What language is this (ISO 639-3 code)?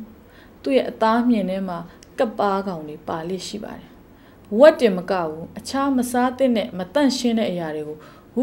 mya